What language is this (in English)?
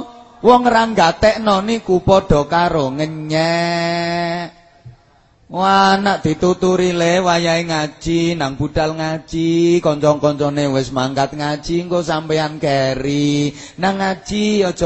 Javanese